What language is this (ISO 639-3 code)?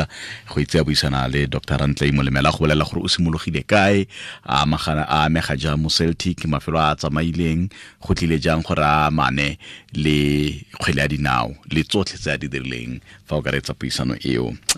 tsn